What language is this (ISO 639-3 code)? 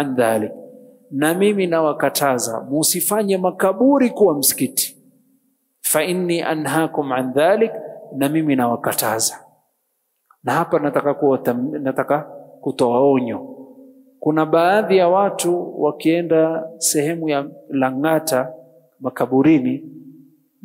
swa